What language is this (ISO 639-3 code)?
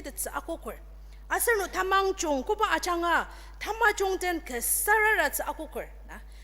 njo